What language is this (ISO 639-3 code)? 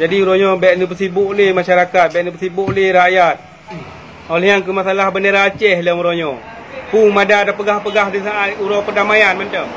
ace